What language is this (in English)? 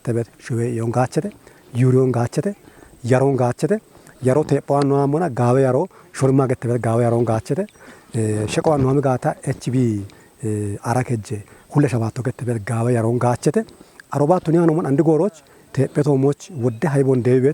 Kafa